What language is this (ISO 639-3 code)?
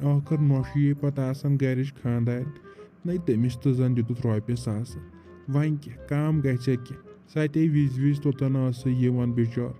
kas